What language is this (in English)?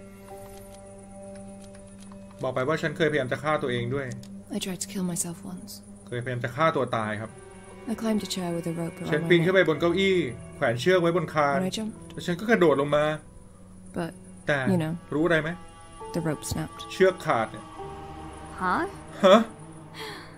Thai